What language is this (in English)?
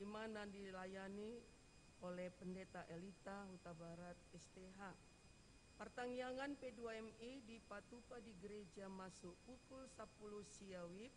Batak Toba